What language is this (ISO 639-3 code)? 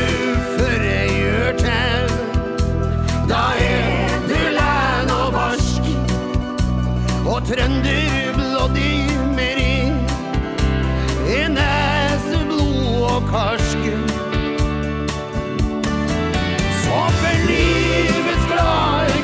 nor